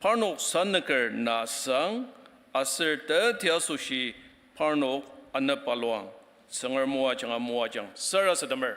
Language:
Ao Naga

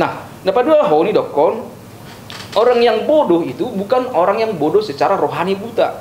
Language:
Batak Toba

